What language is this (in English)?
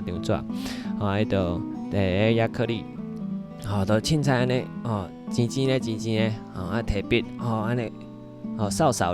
Min Nan Chinese